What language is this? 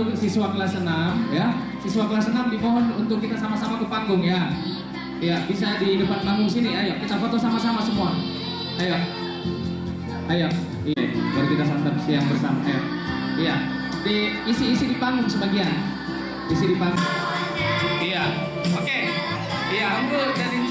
Indonesian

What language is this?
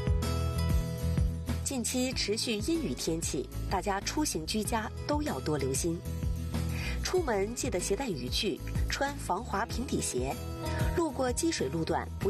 Chinese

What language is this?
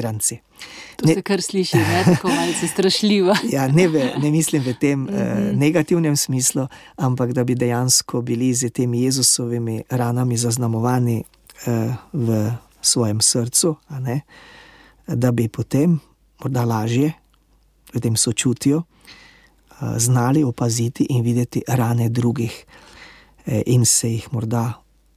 Slovenian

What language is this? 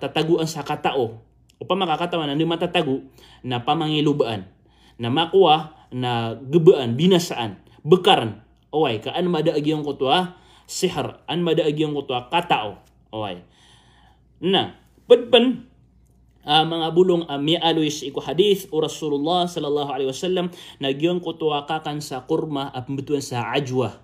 Maranao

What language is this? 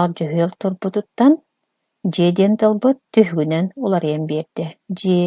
Yakut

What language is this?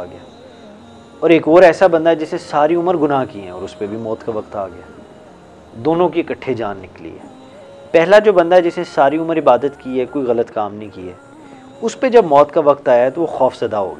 Urdu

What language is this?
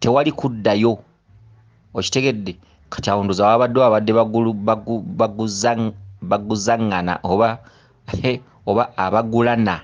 Ganda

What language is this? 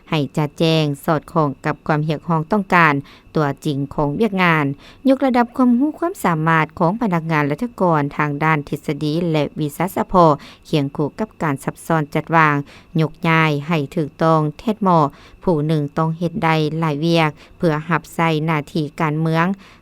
Lao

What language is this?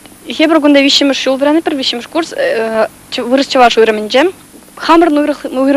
Chuvash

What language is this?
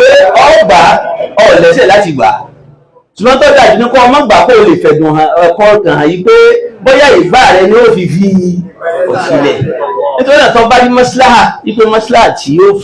Yoruba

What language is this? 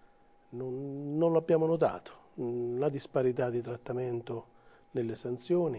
Italian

